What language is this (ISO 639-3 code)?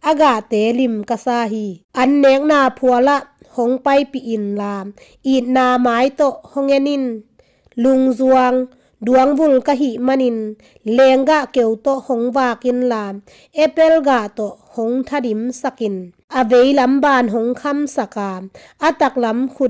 ctd